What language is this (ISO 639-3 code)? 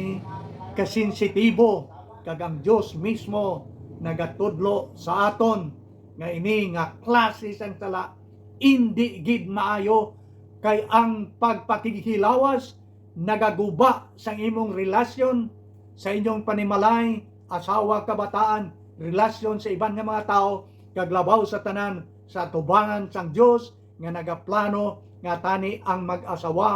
hil